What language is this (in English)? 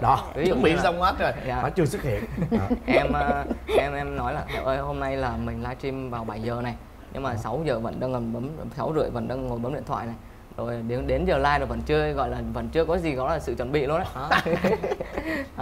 Vietnamese